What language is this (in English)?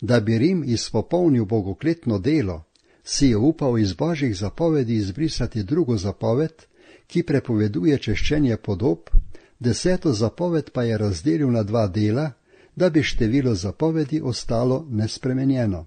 Slovenian